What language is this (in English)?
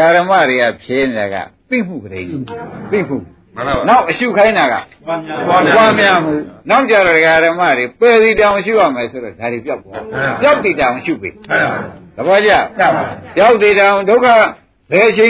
Burmese